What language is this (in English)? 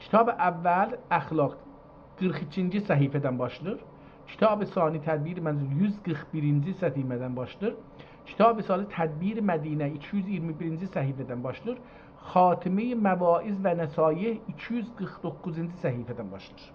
South Azerbaijani